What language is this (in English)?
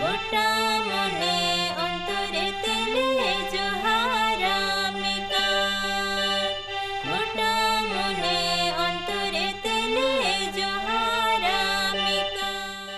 Santali